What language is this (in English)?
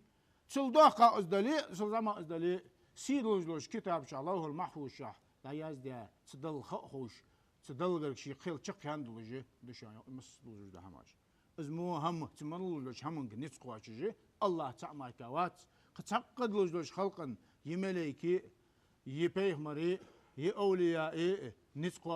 Ingush